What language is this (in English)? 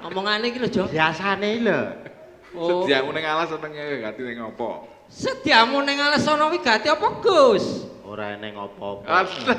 Javanese